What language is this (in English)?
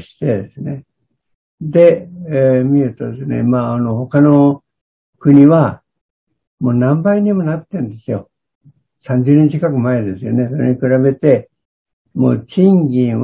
Japanese